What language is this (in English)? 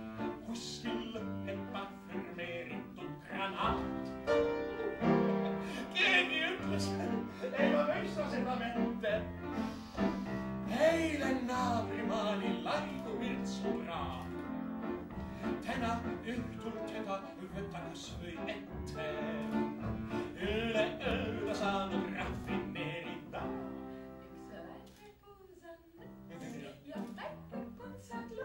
Estonian